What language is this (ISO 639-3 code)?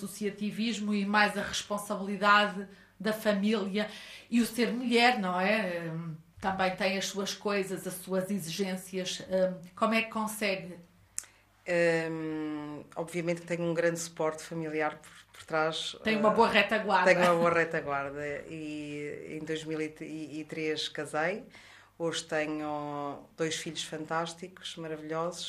por